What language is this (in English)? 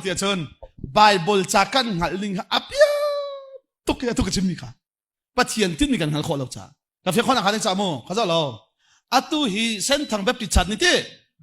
Hakha Chin